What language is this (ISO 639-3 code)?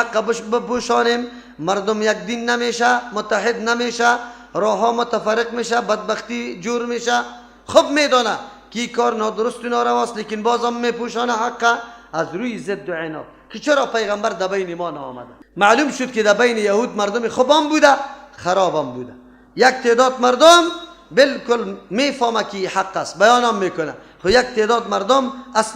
fas